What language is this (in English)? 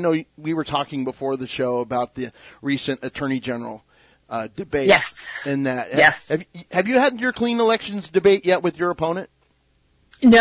English